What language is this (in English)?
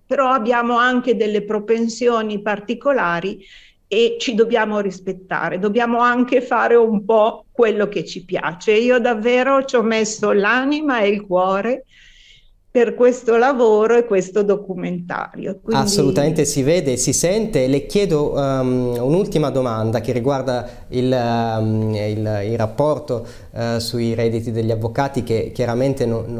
Italian